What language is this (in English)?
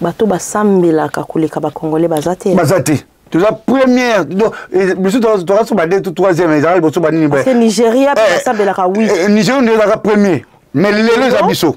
Lingala